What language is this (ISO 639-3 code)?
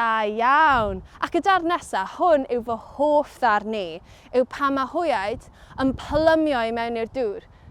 cym